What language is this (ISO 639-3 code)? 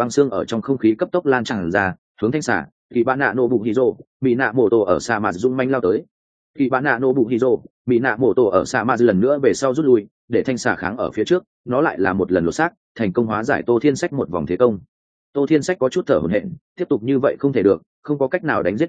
vie